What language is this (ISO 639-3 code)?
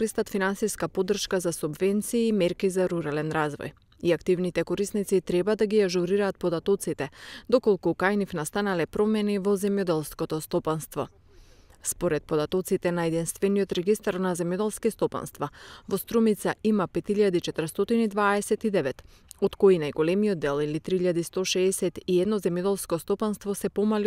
mkd